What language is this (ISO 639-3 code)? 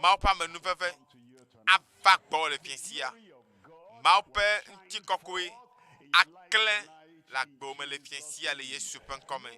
ewe